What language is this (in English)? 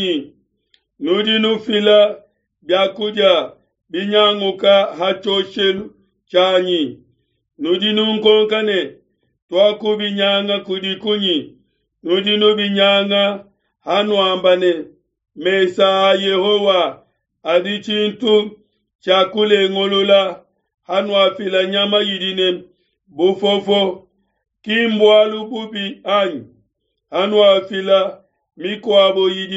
Luba-Lulua